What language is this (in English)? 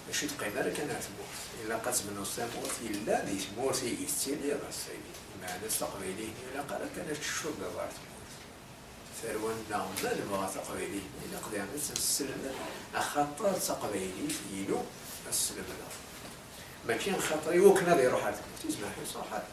Kabyle